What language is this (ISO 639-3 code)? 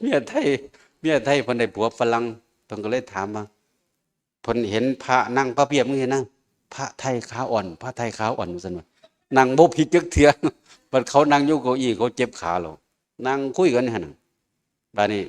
tts